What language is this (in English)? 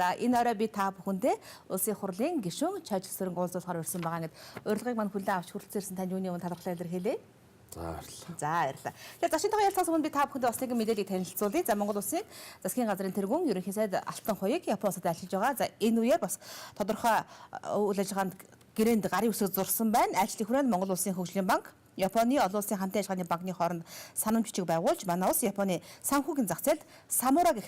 Mongolian